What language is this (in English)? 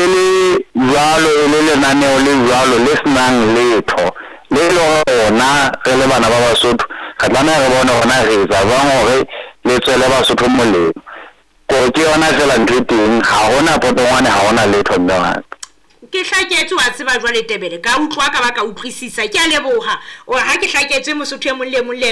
Southern Sotho